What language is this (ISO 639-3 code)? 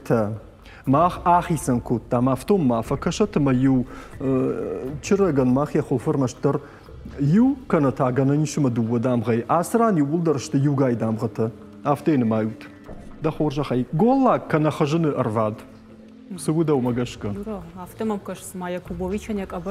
oss